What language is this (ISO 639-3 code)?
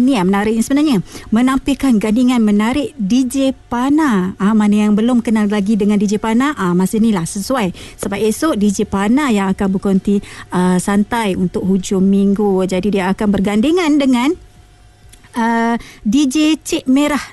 msa